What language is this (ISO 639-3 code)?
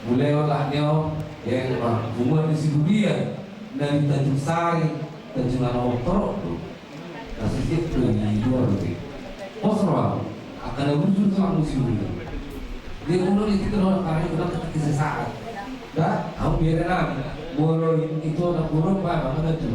bbc